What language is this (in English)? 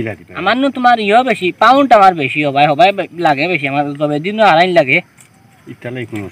Sylheti